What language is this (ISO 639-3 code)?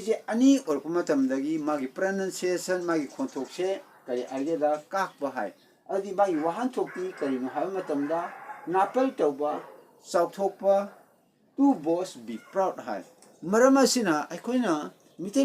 mni